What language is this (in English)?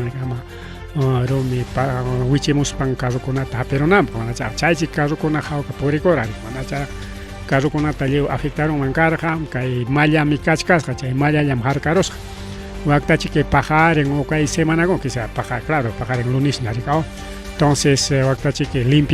Ayacucho Quechua